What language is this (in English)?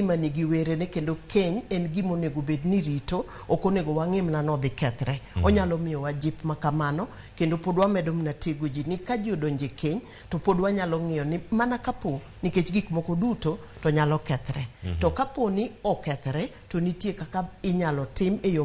Luo (Kenya and Tanzania)